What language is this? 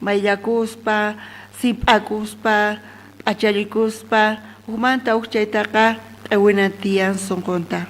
South Bolivian Quechua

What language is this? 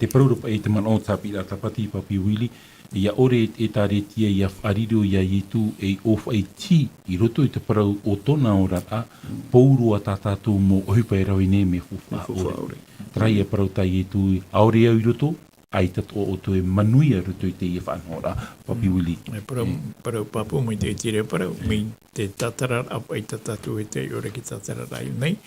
Tahitian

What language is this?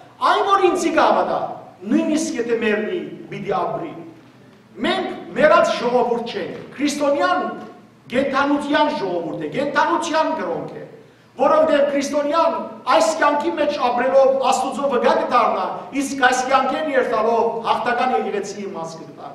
Western Armenian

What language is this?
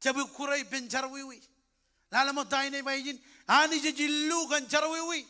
Marshallese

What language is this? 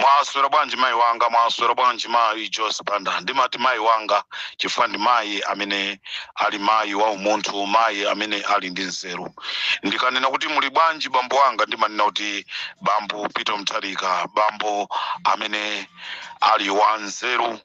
Nyanja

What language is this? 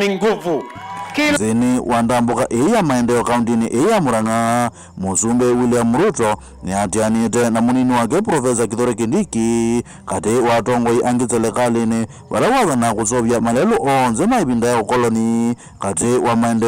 Kamba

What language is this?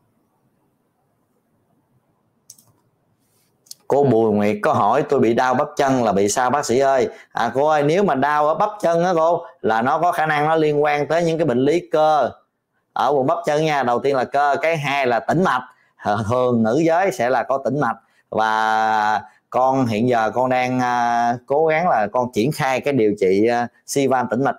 Vietnamese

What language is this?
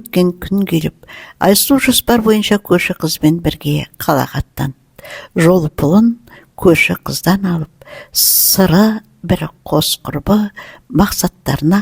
Kazakh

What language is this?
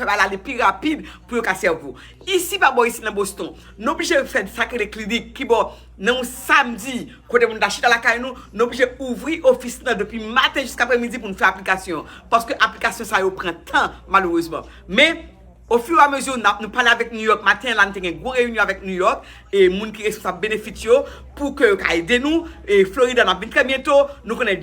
Haitian Creole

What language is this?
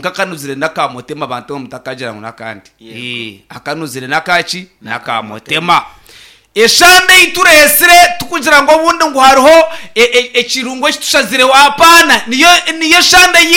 Nyankole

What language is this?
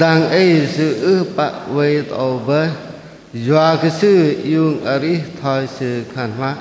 Bahnar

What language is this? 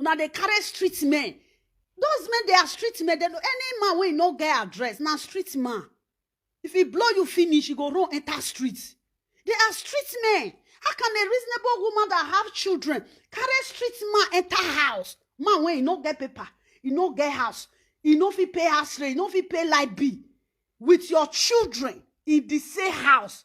Nigerian Pidgin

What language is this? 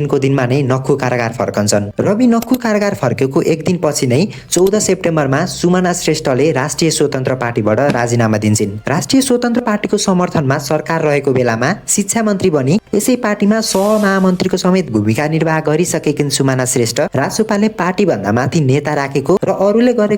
Nepali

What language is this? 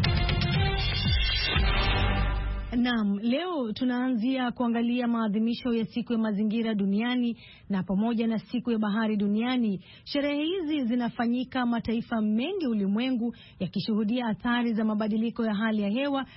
Swahili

